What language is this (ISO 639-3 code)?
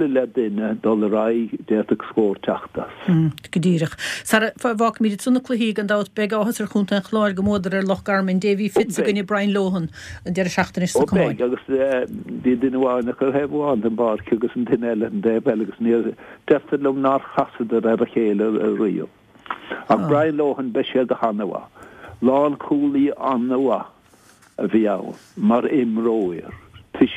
gle